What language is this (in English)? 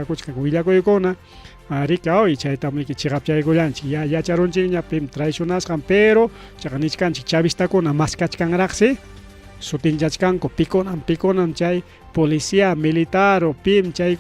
Ayacucho Quechua